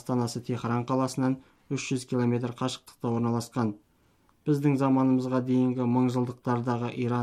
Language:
Kazakh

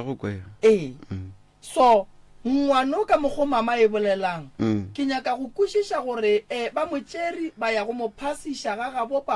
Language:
Northern Sotho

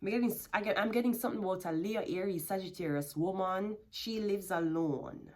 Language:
Jamaican Creole English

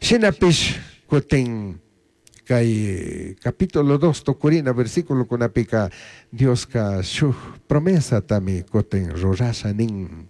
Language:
Chimborazo Highland Quichua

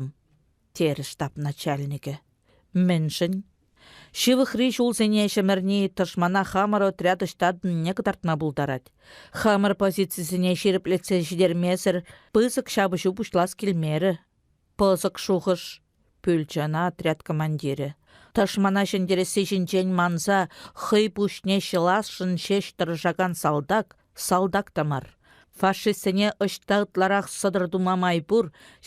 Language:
Chuvash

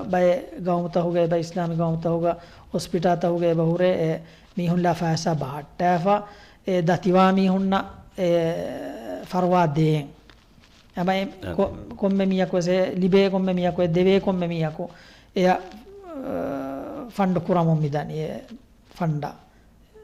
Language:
Divehi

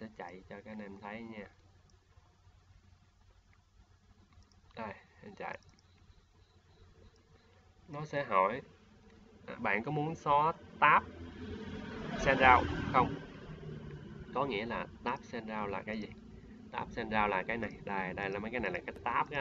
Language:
Vietnamese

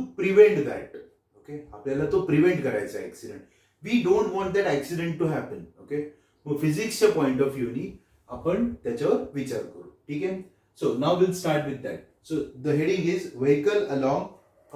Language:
Marathi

